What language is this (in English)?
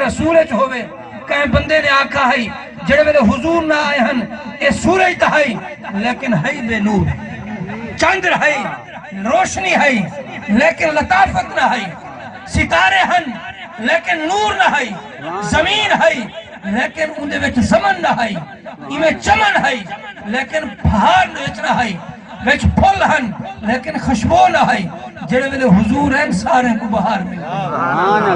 Saraiki